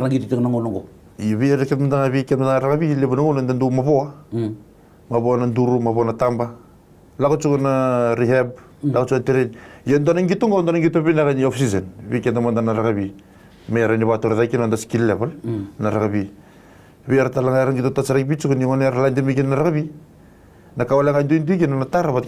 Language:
Fijian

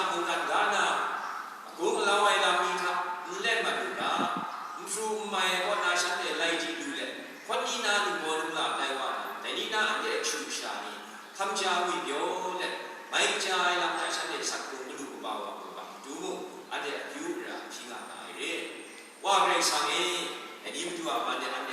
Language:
Kachin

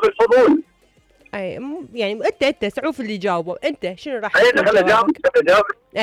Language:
Mesopotamian Arabic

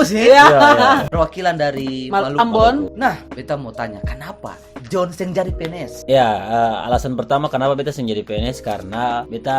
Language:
Ambonese Malay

